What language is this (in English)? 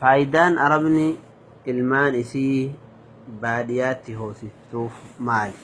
Oromo